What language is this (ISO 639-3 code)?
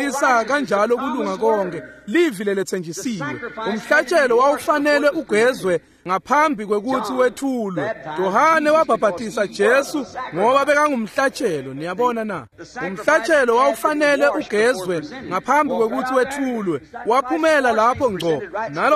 ssw